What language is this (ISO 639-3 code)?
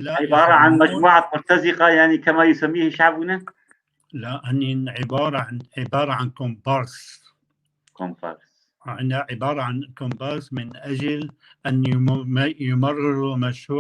apc